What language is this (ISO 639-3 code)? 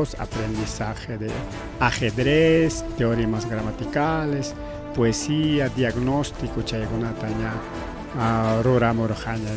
quy